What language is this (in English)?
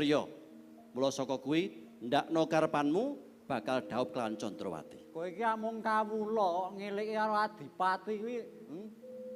Javanese